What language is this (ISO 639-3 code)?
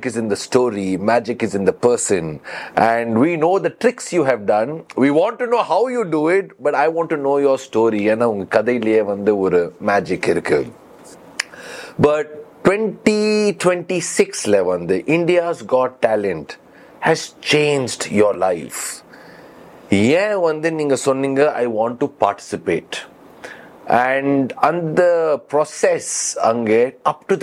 tam